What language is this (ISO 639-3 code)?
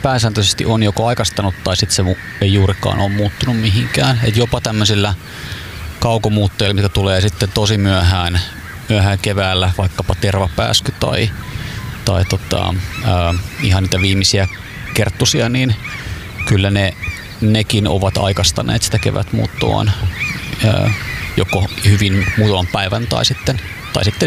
fin